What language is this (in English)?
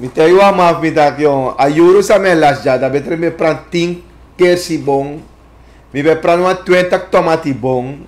Sranan Tongo